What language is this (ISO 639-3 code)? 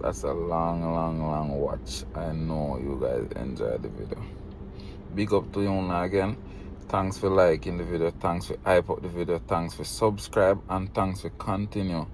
jam